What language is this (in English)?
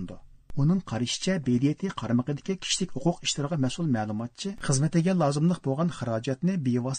Uyghur